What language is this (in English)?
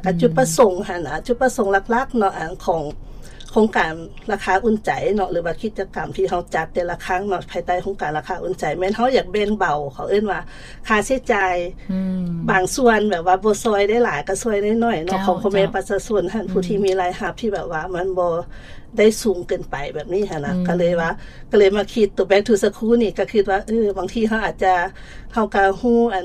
Lao